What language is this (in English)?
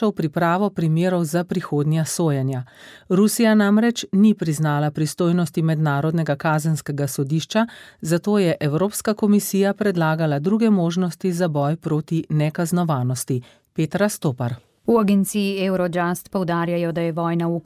Slovenian